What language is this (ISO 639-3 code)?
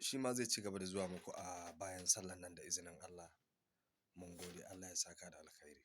hau